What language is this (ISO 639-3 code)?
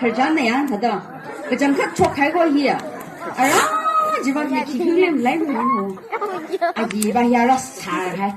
nmf